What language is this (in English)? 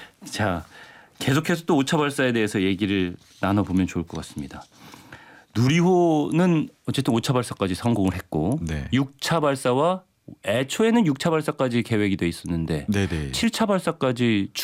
Korean